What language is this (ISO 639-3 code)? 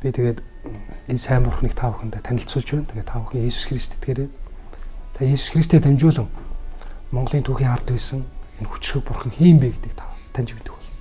mon